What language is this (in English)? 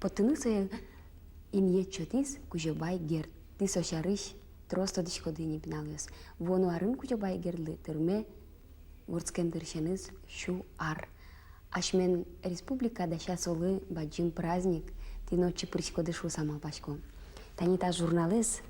Udmurt